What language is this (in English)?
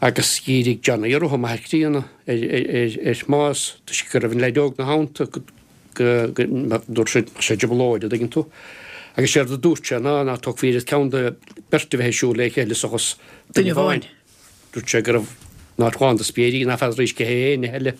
Irish